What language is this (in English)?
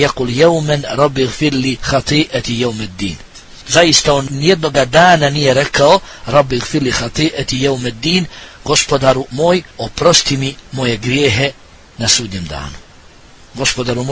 Bosnian